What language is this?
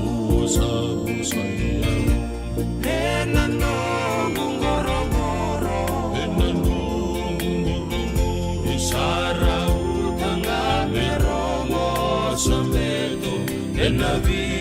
Fijian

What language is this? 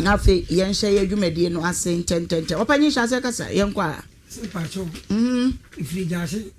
Akan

